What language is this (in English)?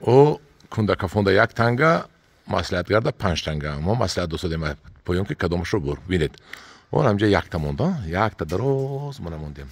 Tajik